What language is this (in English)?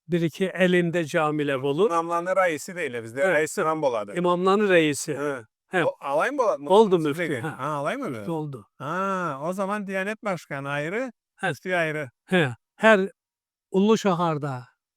Karachay-Balkar